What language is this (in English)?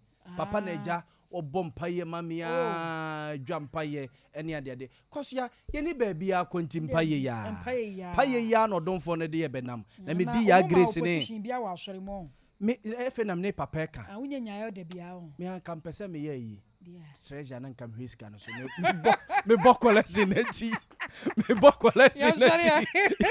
Akan